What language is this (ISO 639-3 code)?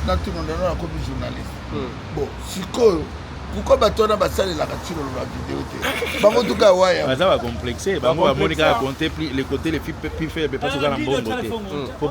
lin